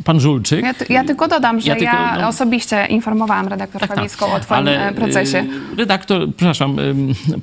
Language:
Polish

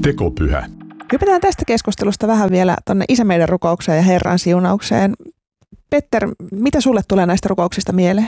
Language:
Finnish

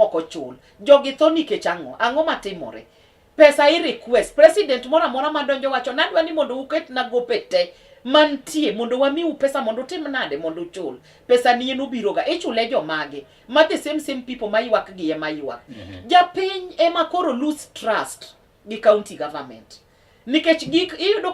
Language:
Luo (Kenya and Tanzania)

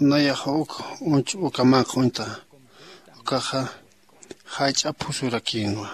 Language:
Aymara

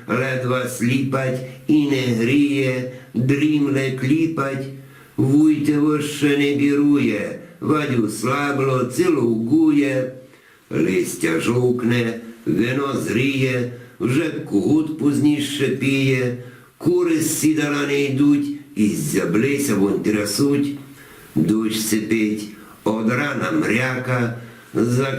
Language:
Rusyn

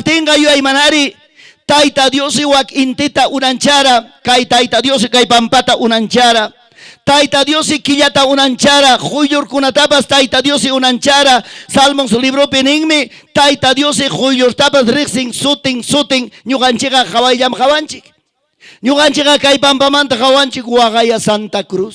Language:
Ayacucho Quechua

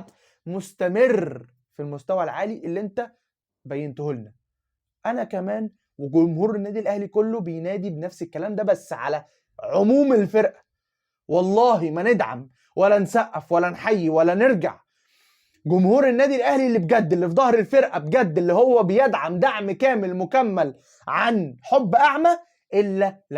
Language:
Egyptian Arabic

